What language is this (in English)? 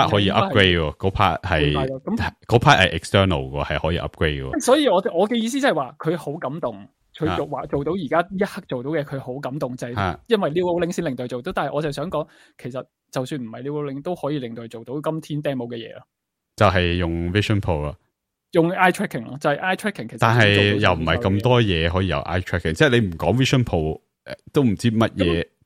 Cantonese